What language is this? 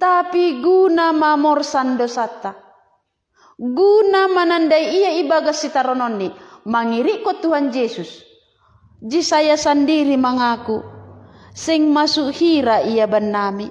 Batak Simalungun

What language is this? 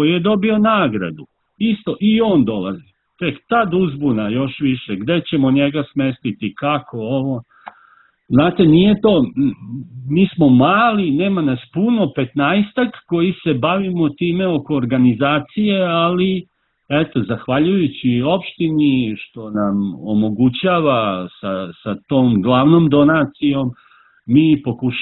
Serbian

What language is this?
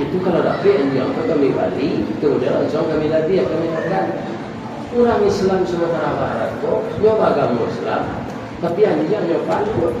Minangkabau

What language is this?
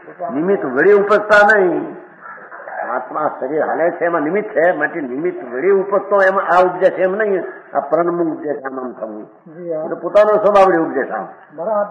Gujarati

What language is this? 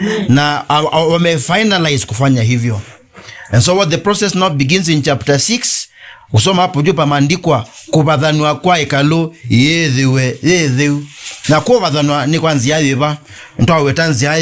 Kamba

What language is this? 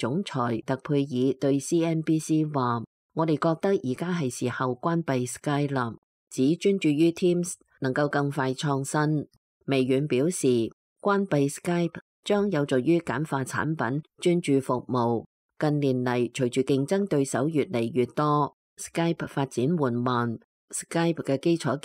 Cantonese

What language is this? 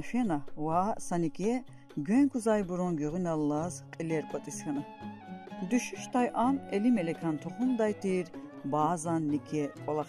Lezghian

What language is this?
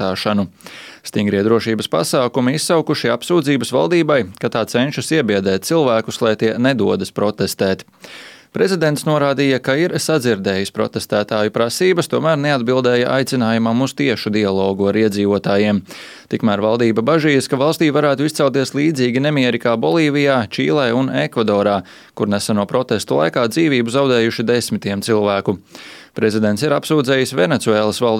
Latvian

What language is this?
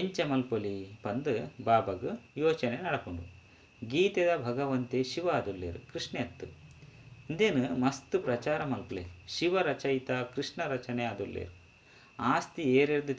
Tulu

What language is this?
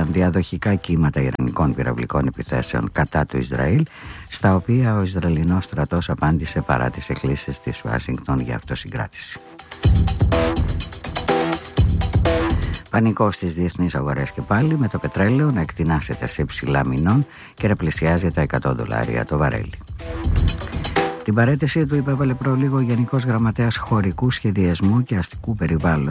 Greek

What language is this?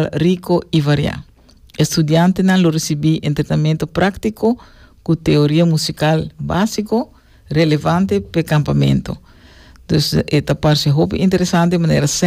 Papiamento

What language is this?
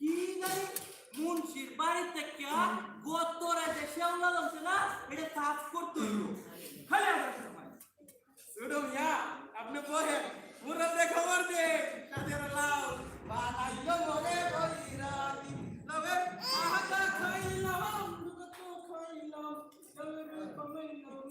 Sylheti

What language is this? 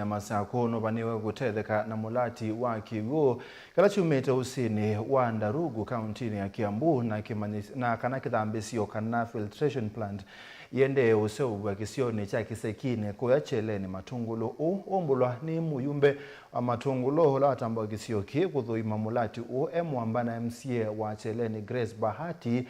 Kamba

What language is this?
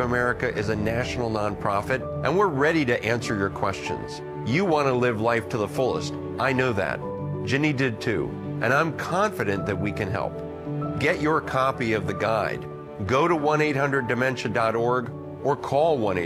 English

